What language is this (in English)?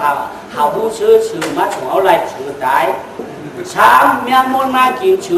Shan